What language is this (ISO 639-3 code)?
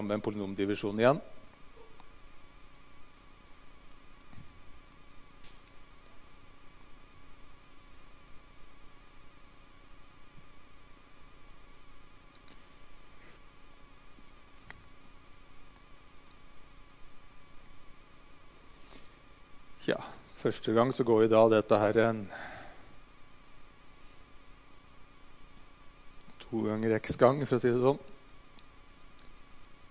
nor